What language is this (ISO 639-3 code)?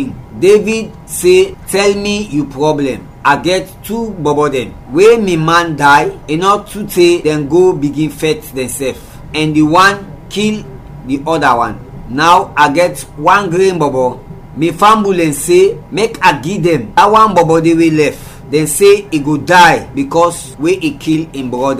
kri